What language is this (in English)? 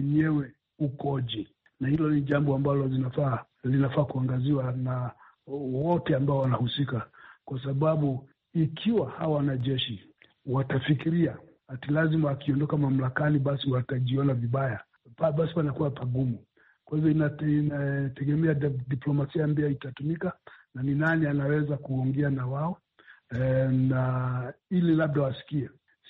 Swahili